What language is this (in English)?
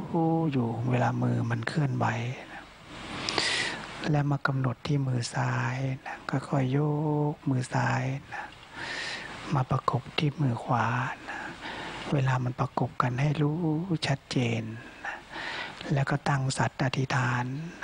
Thai